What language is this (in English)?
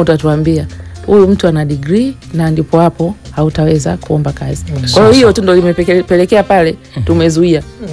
Swahili